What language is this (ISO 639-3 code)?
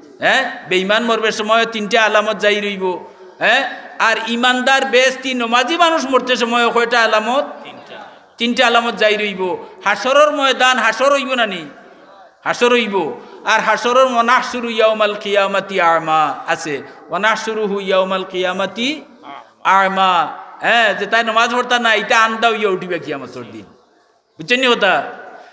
syl